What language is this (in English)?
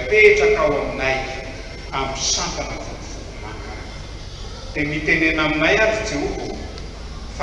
Malagasy